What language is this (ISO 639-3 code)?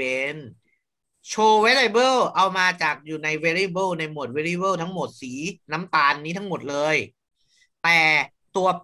tha